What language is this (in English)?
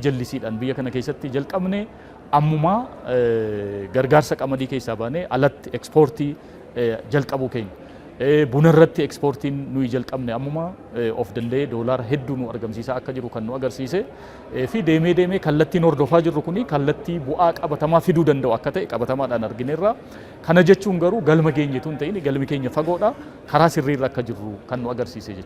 Oromo